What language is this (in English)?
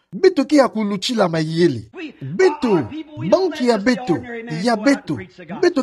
Kituba (Democratic Republic of Congo)